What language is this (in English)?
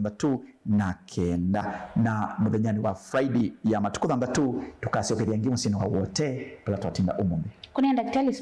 Kamba